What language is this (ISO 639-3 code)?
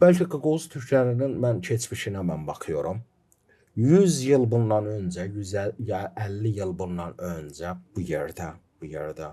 gag